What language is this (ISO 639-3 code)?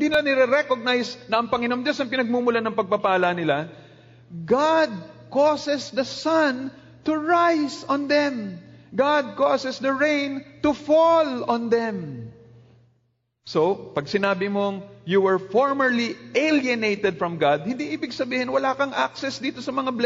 fil